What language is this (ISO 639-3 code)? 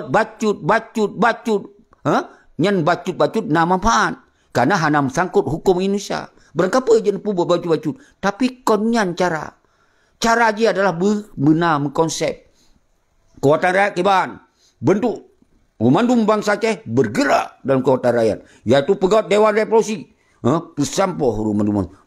ace